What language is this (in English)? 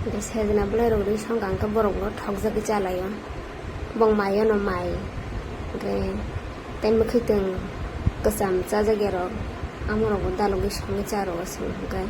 Kok Borok